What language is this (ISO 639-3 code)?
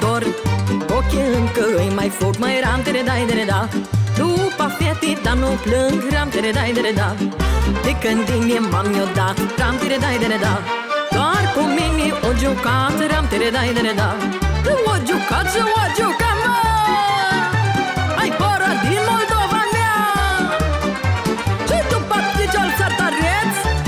ron